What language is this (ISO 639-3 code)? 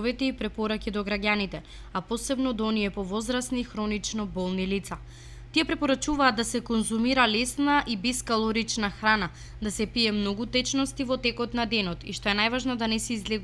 mkd